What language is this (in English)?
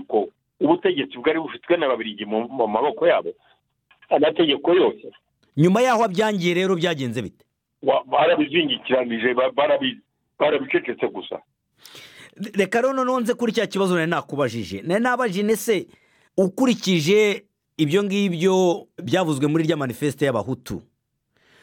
Kinyarwanda